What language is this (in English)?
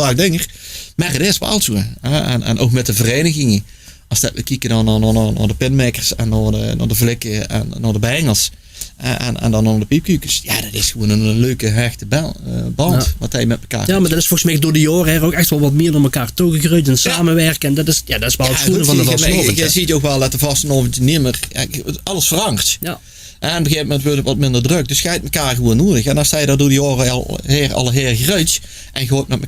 Limburgish